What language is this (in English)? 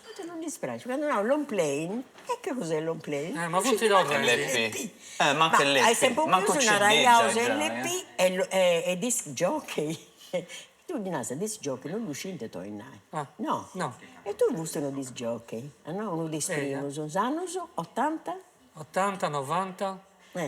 Sardinian